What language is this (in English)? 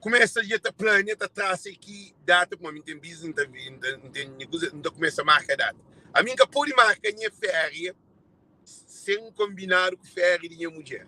Kabuverdianu